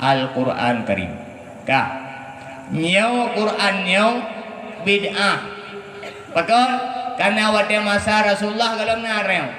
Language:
Achinese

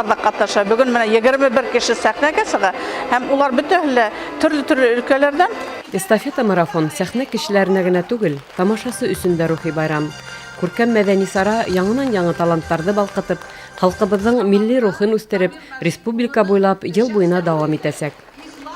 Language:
Bashkir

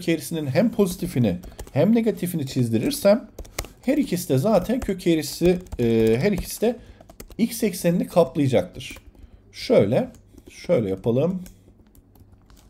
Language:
Turkish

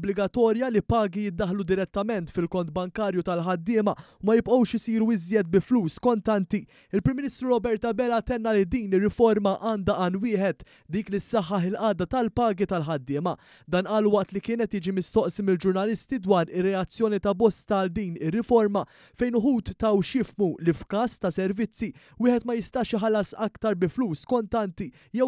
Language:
Maltese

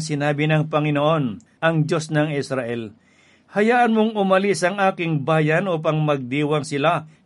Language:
Filipino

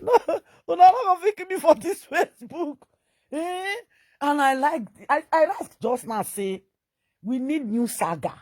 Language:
Nigerian Pidgin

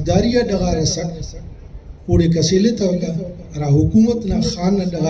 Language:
Brahui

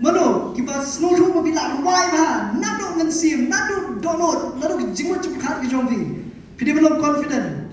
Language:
Khasi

